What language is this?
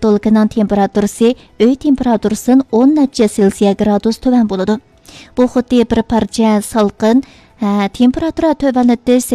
Uyghur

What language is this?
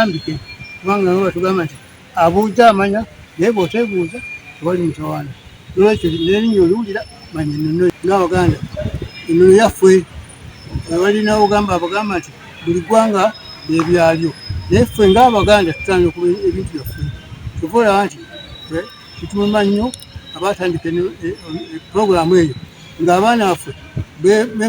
Ganda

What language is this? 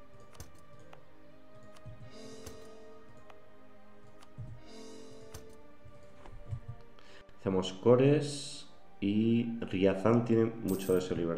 Spanish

